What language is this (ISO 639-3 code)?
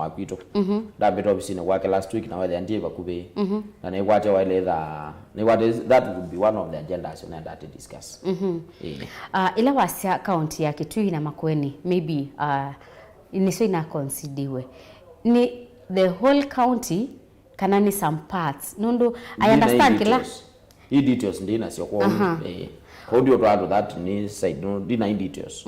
kam